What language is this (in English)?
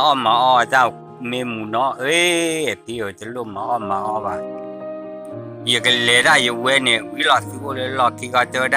S'gaw Karen